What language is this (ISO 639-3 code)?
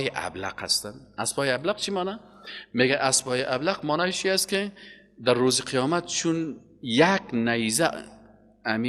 fas